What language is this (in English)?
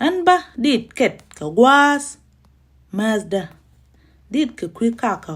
Nuer